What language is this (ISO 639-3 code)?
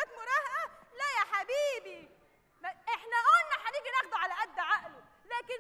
arz